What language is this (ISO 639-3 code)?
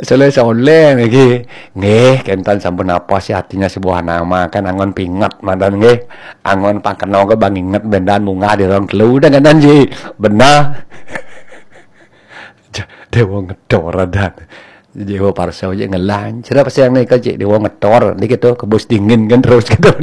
ban